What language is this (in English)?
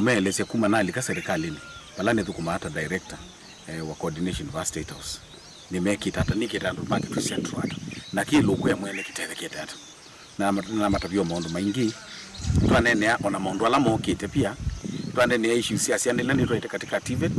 Kamba